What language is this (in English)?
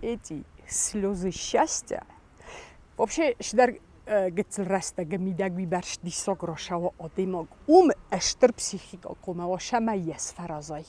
Ossetic